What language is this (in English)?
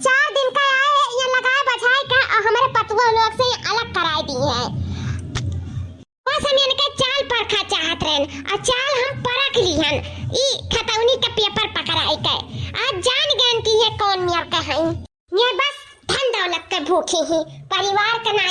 Awadhi